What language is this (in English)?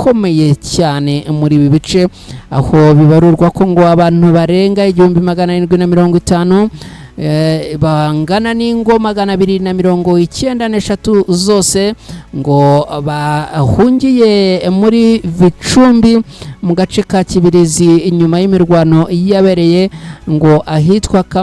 Kinyarwanda